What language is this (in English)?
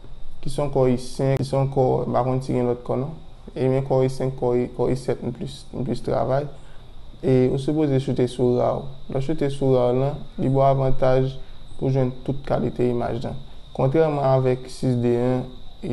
Haitian Creole